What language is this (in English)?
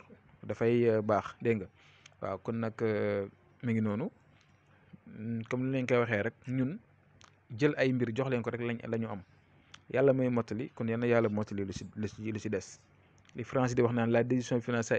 Wolof